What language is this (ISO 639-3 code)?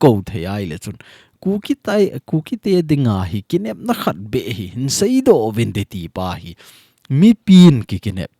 tcz